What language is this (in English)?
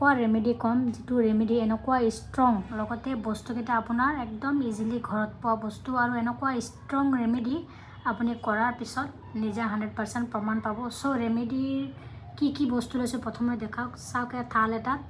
Assamese